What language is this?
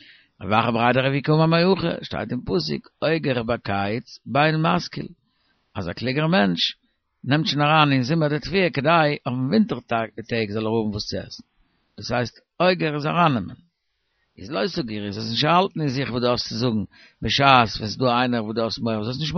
Yiddish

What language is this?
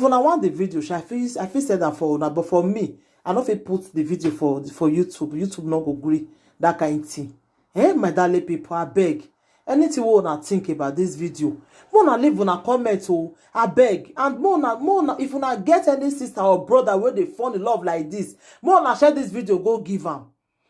Nigerian Pidgin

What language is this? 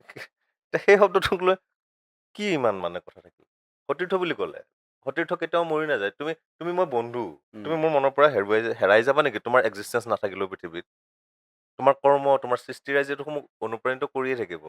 Assamese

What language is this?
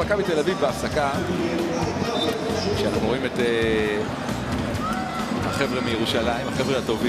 Hebrew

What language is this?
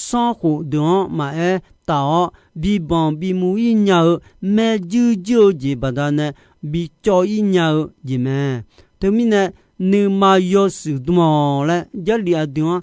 Akha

